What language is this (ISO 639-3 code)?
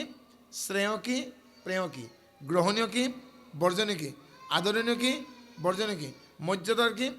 asm